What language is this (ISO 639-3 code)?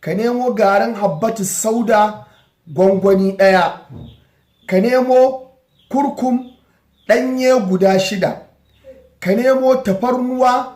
hau